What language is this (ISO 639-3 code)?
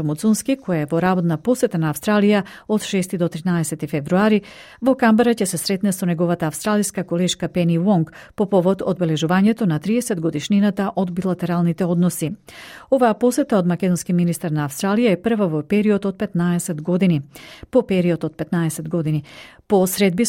mkd